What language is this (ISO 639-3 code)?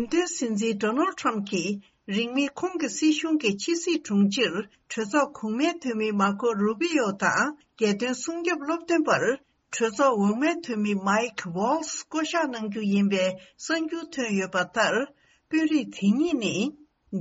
bod